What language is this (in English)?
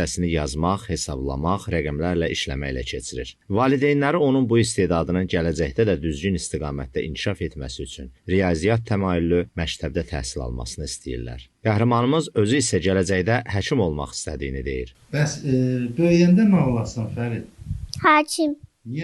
Azerbaijani